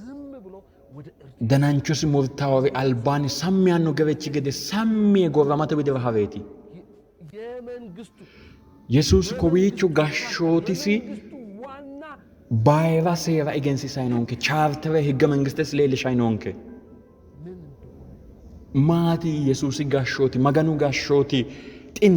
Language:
Sidamo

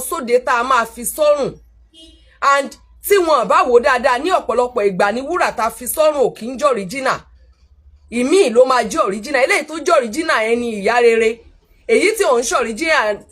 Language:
Yoruba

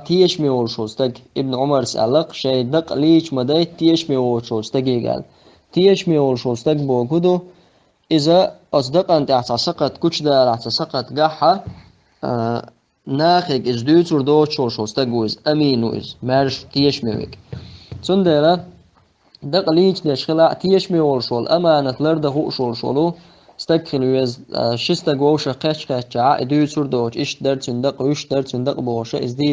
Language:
Chechen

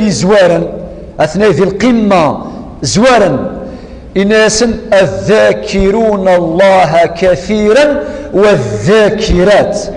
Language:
Kabyle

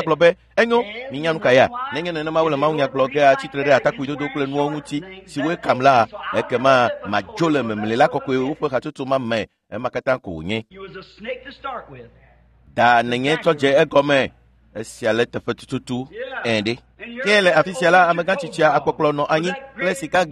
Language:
Ewe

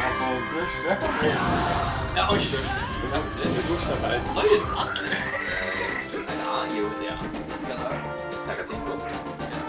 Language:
Faroese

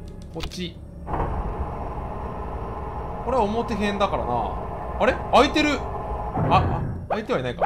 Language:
Japanese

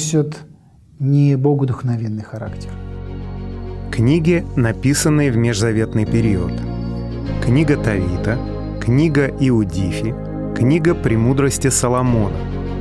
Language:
Russian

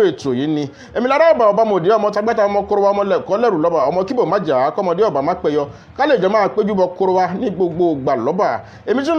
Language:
Yoruba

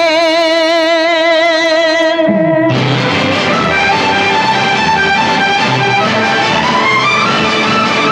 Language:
Tamil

